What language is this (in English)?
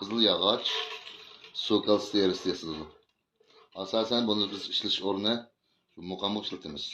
Uyghur